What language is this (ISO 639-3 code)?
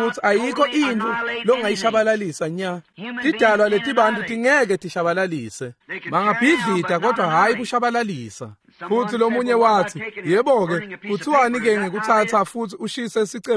ssw